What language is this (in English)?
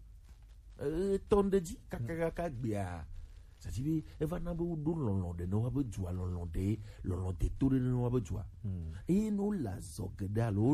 Gen